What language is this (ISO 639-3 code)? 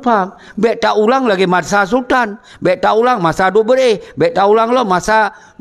ace